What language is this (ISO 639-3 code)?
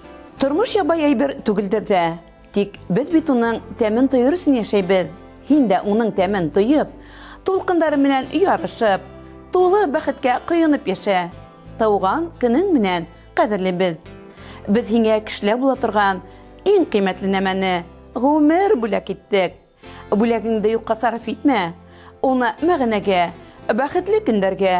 bak